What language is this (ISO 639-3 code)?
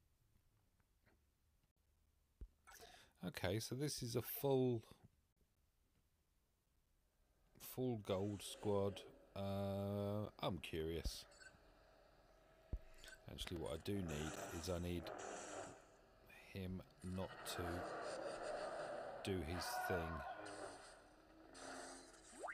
eng